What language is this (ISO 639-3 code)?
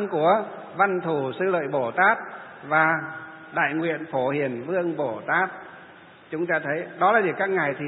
vie